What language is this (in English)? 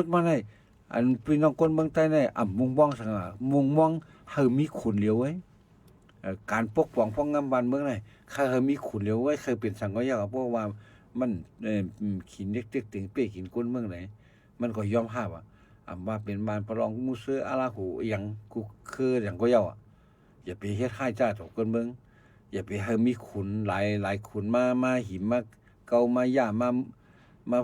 Shan